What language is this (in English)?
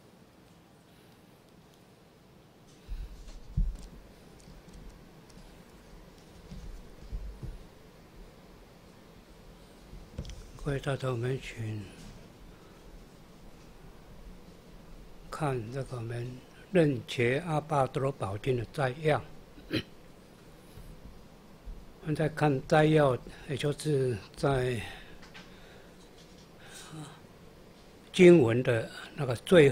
Chinese